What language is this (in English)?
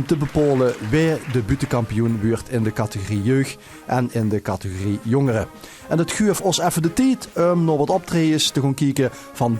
Limburgish